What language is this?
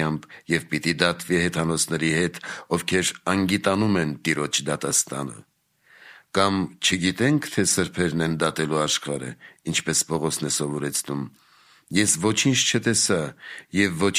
Armenian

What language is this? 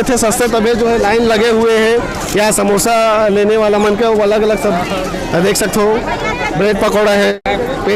Chhattisgarhi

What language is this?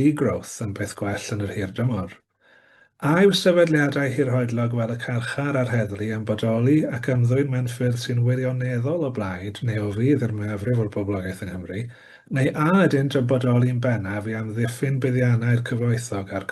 Welsh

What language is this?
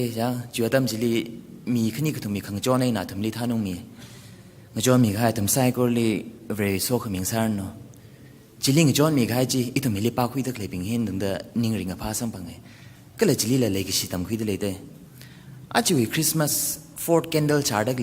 Tangkhul Naga (India)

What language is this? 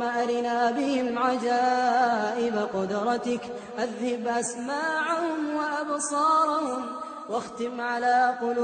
Arabic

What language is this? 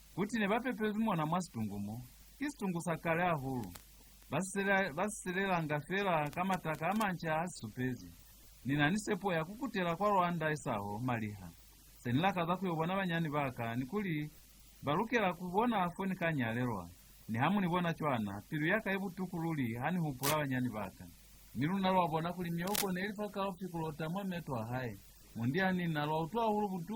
Lozi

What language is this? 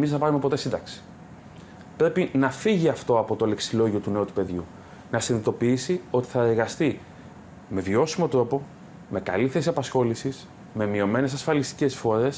Greek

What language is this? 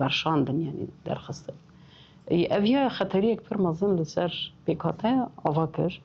Kurdish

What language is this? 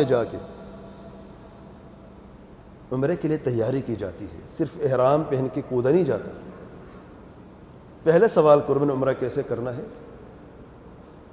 Urdu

